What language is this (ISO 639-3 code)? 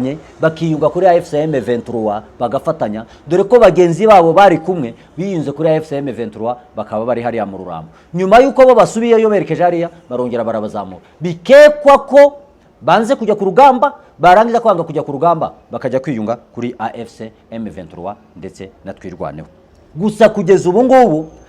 kin